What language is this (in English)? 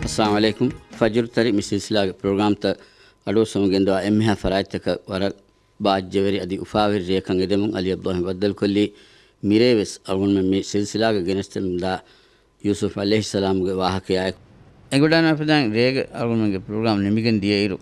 Divehi